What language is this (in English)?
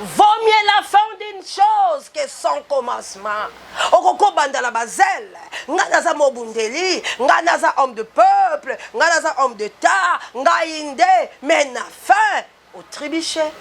Lingala